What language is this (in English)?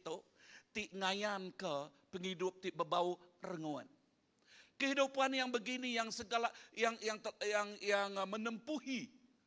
Iban